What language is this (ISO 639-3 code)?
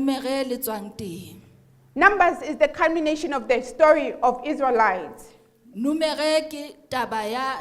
sot